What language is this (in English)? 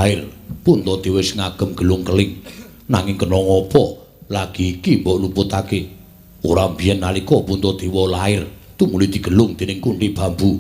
Javanese